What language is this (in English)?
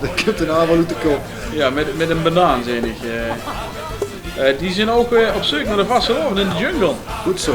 Limburgish